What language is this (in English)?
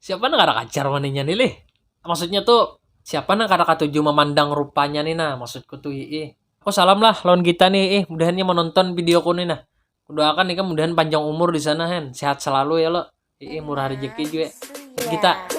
Banjar